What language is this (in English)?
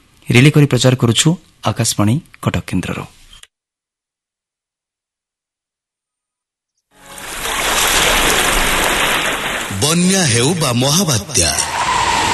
Odia